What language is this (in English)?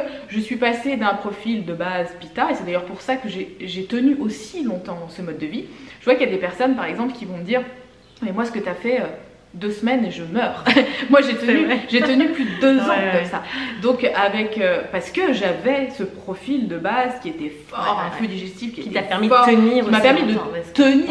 French